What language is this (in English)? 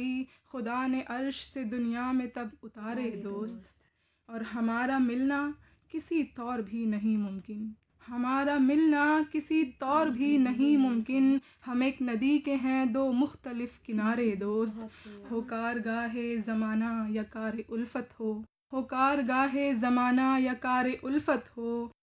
Urdu